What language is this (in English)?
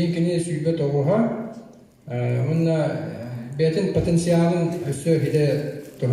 Yakut